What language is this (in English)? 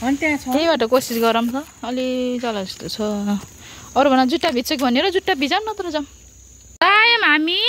Nepali